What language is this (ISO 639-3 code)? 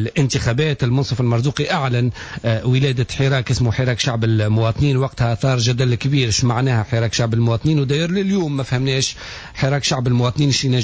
aeb